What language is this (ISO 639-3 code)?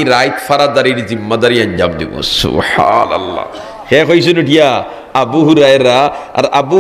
syl